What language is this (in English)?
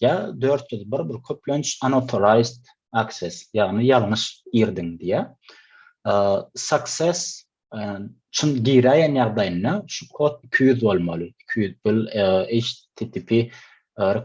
Turkmen